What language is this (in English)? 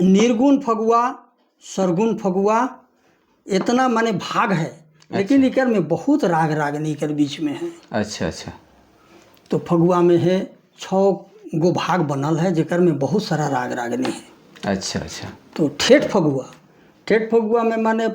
Sadri